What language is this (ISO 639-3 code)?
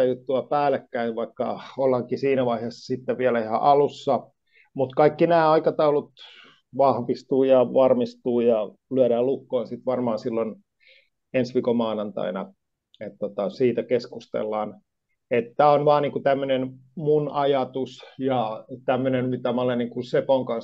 fin